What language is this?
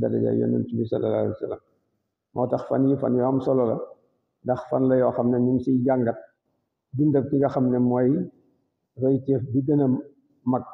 Wolof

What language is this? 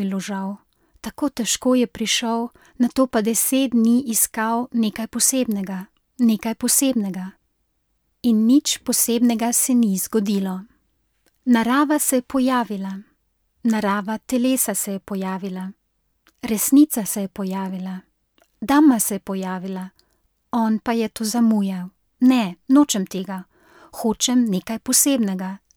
Slovenian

